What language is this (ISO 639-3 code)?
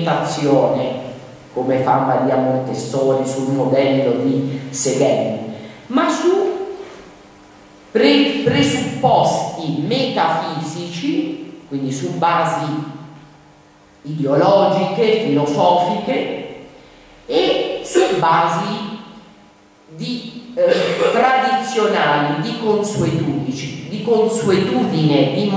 ita